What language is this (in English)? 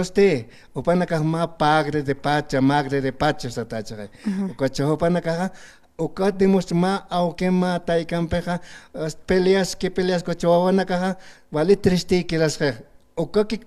Aymara